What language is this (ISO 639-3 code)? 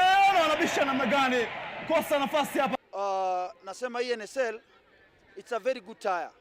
mer